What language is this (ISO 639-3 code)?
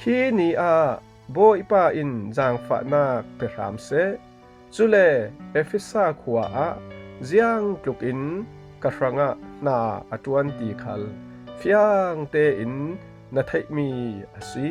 cfm